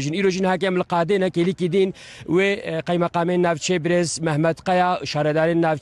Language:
Kurdish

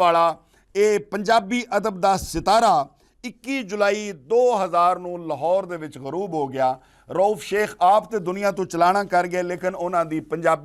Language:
Western Panjabi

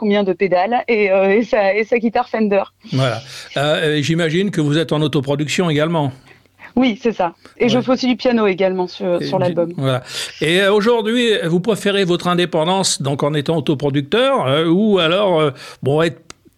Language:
French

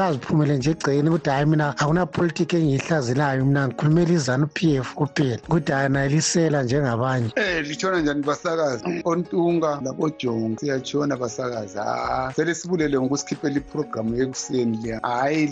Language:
North Ndebele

